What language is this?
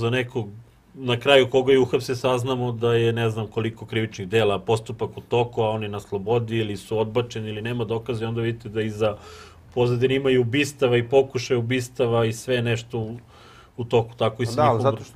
Serbian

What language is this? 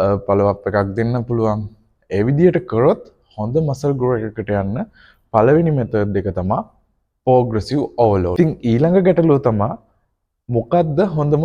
Sinhala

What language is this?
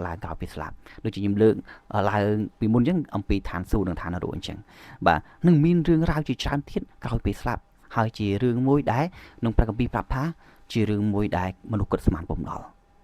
Khmer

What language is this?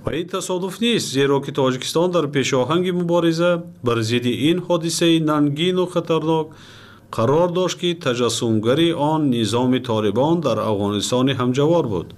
Tajik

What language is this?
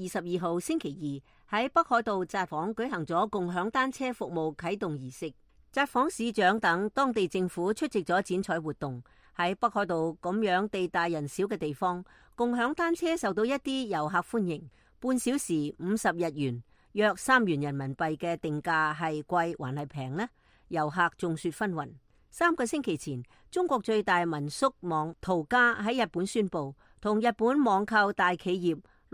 Cantonese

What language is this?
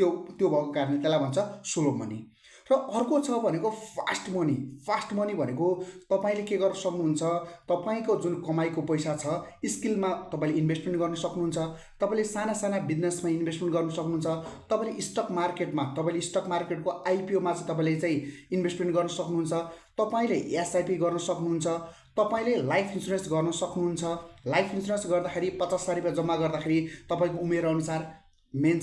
Nepali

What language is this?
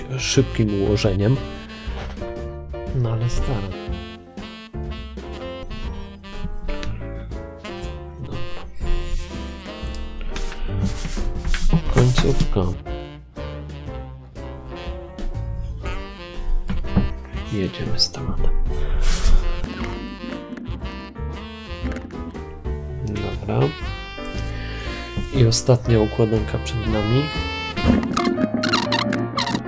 Polish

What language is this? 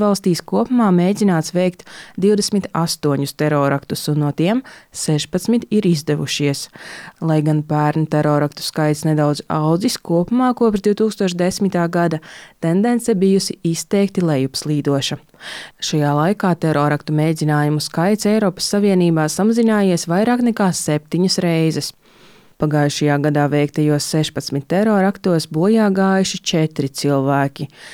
Latvian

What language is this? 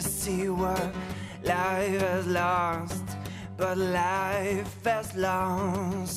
Western Frisian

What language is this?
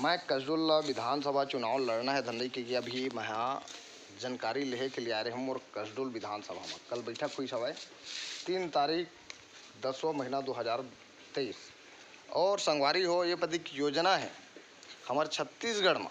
Chhattisgarhi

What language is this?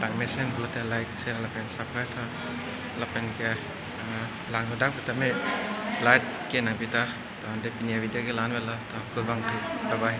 Karbi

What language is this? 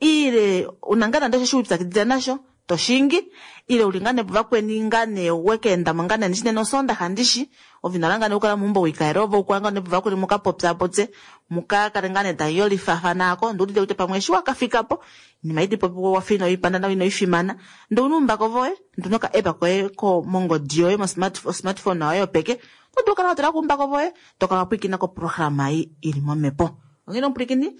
Kuanyama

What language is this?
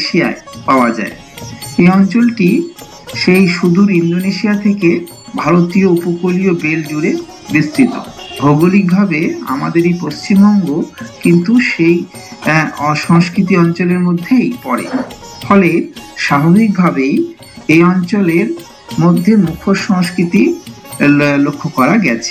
Bangla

